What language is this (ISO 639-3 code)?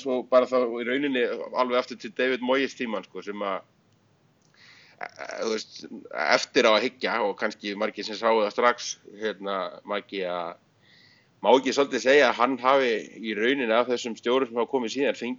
isl